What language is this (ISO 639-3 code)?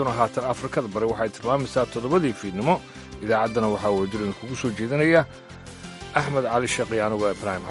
som